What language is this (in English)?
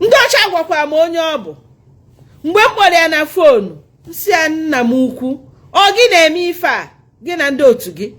Igbo